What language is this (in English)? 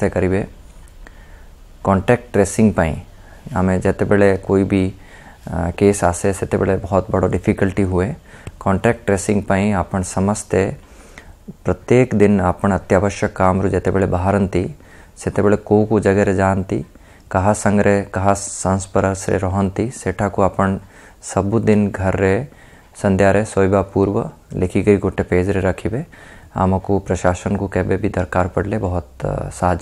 Odia